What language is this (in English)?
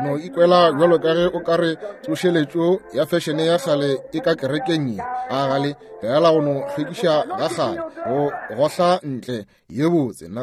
Northern Sotho